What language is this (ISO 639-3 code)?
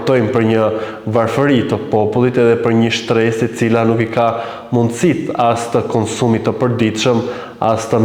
sqi